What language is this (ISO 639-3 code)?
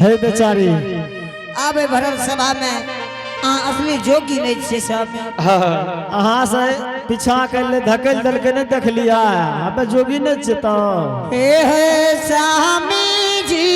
anp